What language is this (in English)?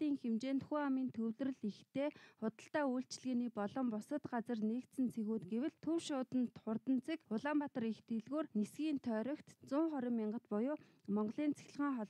Mongolian